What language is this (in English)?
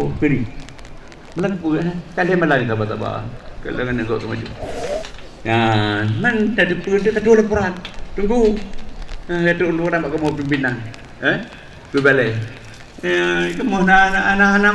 Achinese